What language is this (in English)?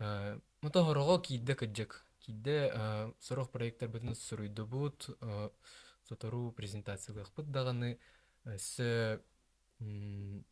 Yakut